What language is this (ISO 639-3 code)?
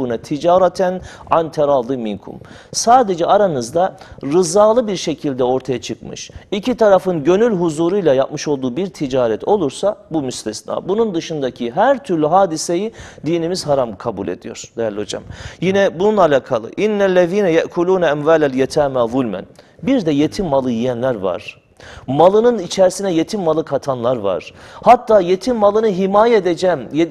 tur